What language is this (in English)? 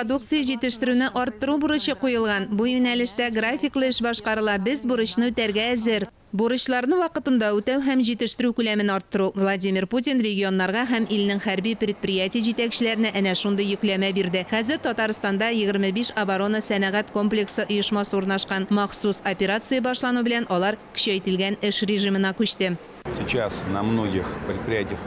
Tatar